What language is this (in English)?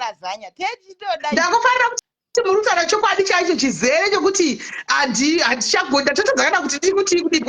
Shona